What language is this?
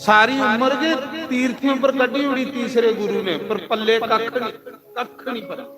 Dogri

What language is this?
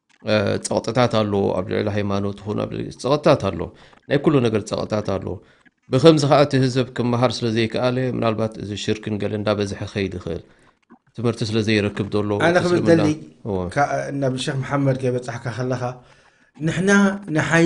Tigrinya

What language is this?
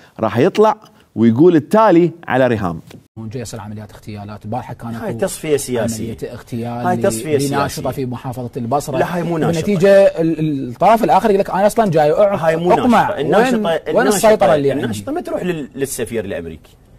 Mesopotamian Arabic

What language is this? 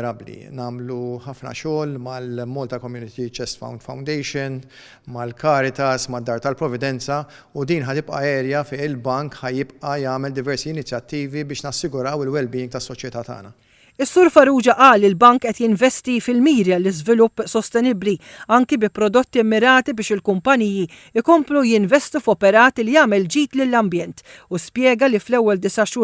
Maltese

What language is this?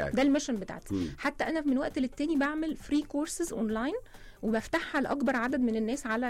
Egyptian Arabic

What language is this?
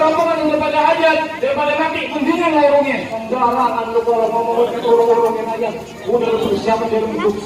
Betawi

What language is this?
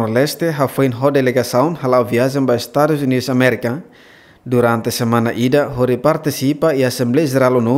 Tetum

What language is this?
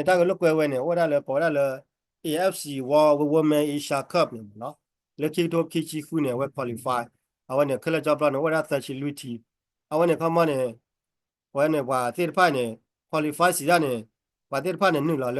S'gaw Karen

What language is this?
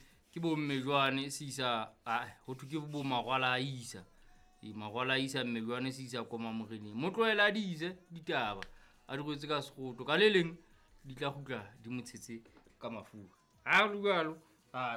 Southern Sotho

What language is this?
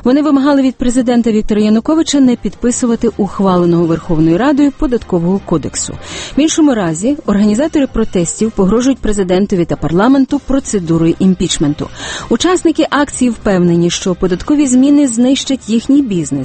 Ukrainian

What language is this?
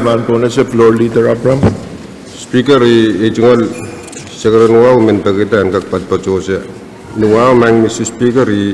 Pohnpeian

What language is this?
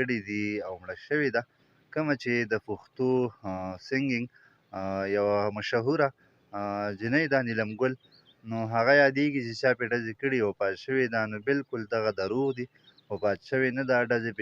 Pashto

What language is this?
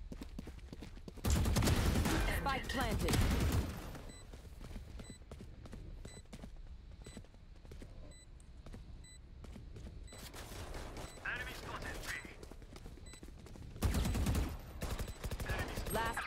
English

